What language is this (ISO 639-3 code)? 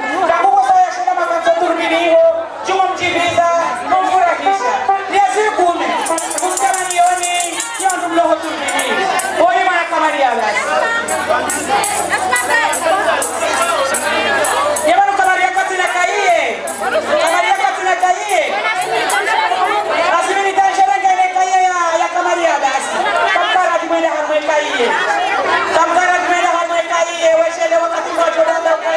swa